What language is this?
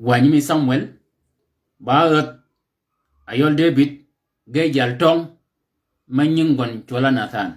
Shilluk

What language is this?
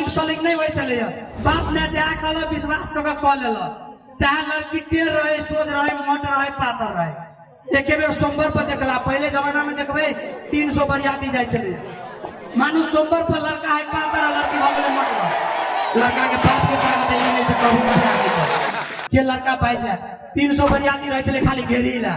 Maithili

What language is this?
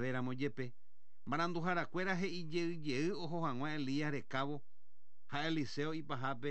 Guarani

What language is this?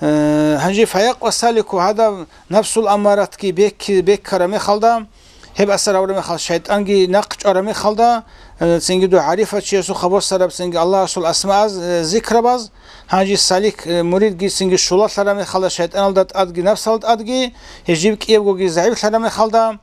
Avaric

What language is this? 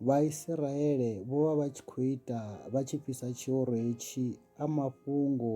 Venda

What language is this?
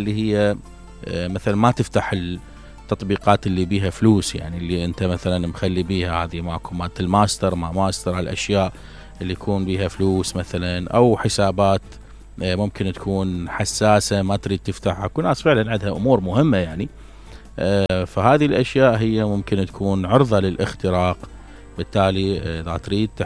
Mesopotamian Arabic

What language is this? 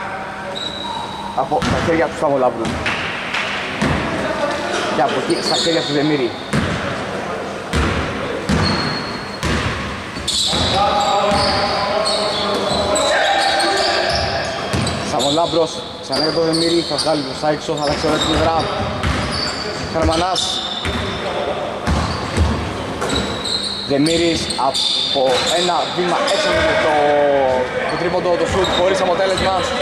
Greek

